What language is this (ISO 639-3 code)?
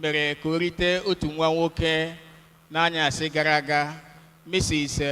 ibo